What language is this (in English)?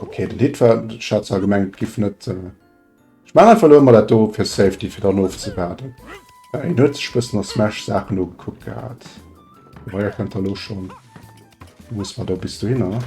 Luxembourgish